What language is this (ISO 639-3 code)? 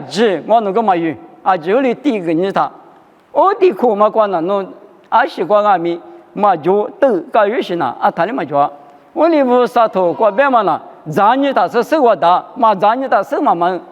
lis